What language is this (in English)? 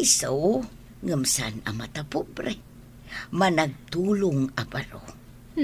Iloko